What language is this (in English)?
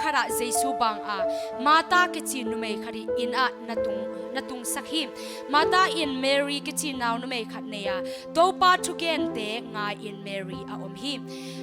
Tedim Chin